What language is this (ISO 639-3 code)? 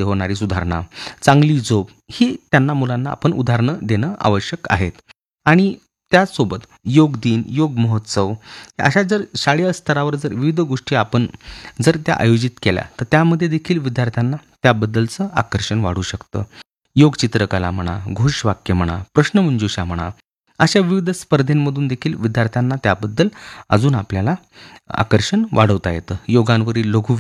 mar